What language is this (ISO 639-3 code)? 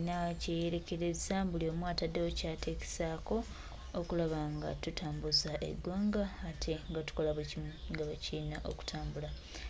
lug